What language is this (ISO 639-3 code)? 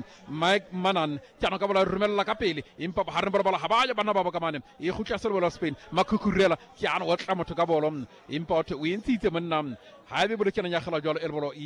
sot